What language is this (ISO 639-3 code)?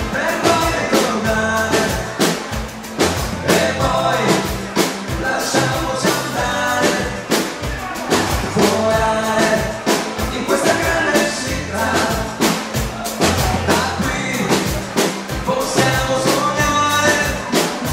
ita